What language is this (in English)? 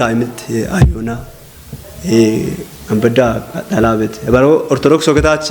Kafa